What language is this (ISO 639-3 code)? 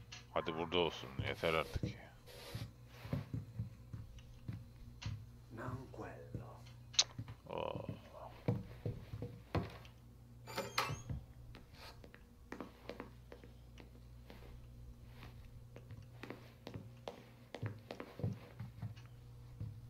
tur